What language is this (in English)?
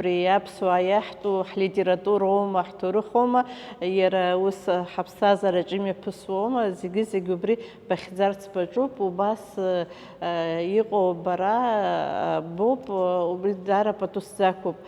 Abkhazian